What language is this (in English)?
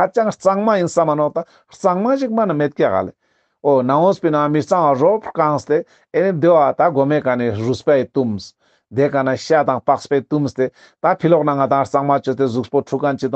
Ladakhi